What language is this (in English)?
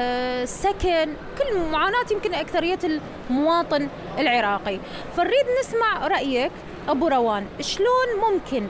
Mesopotamian Arabic